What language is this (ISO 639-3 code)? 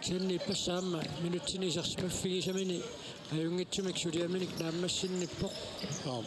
kal